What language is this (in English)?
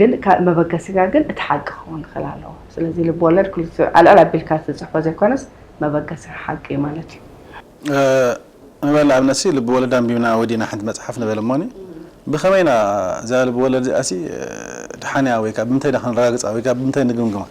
Tigrinya